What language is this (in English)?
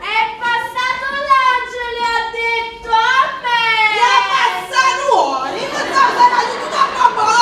Neapolitan